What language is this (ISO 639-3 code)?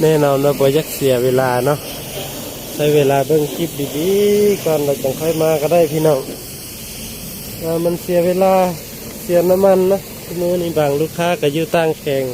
lao